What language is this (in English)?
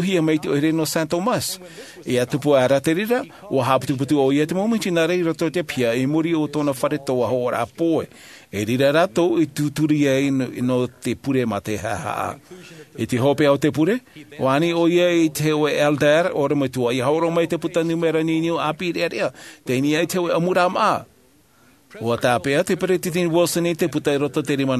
Tahitian